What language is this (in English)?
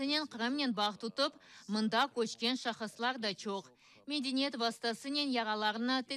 Crimean Tatar